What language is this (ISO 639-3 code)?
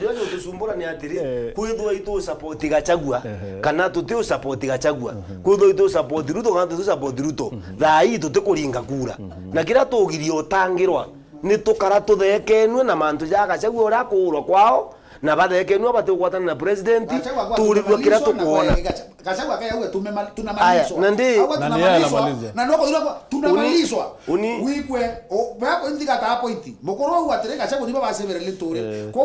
mer